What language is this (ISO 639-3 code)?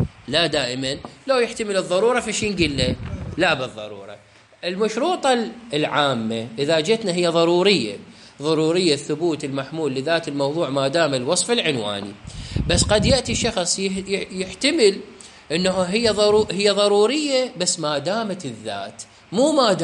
acm